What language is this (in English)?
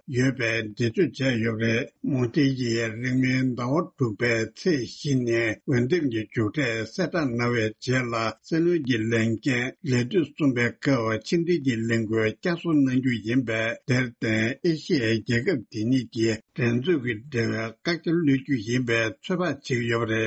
Tibetan